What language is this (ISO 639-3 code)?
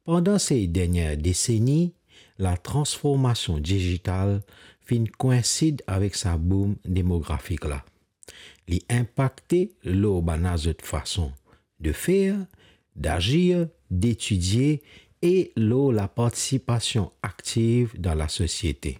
mfe